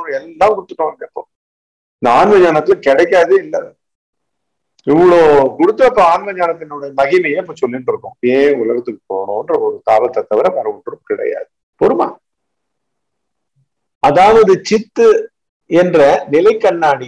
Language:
Tamil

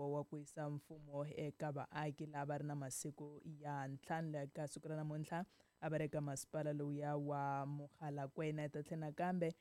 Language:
Tsonga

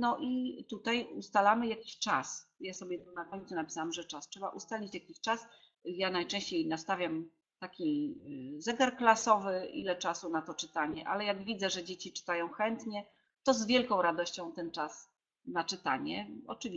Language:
Polish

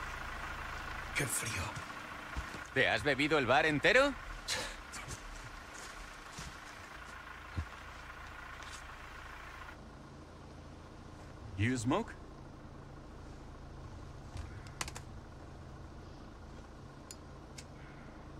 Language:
Slovak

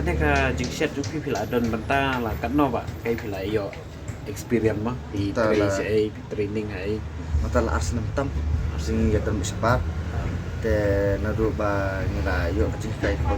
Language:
Khasi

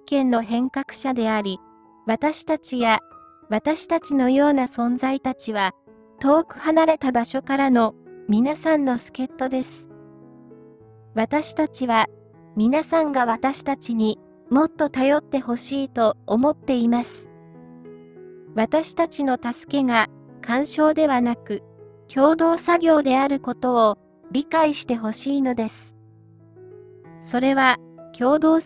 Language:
Japanese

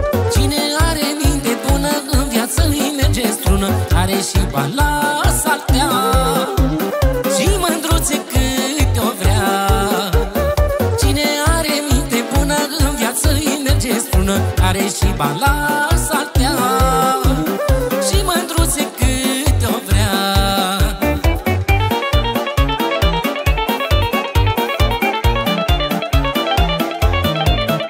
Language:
Romanian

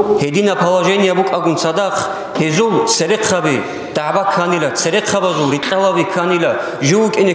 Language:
Avaric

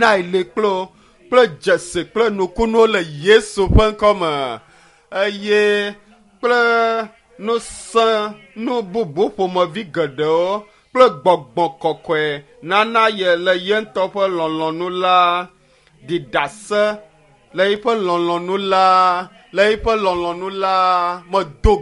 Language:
Ewe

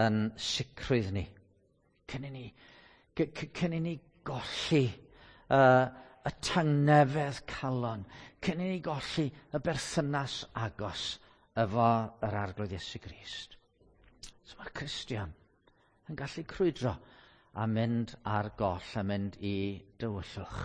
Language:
Welsh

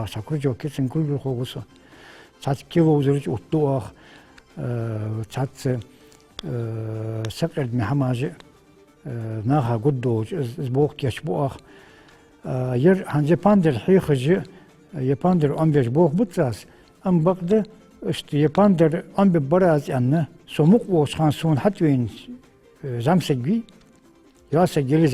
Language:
Ingush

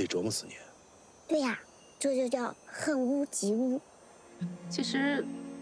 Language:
Chinese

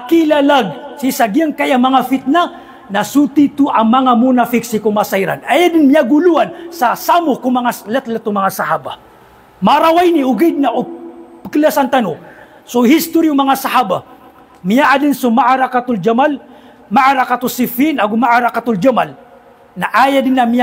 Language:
Maranao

